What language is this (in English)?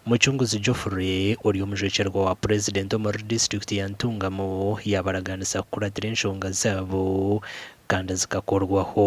Nyankole